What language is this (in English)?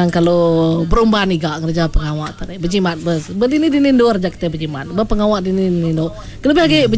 Iban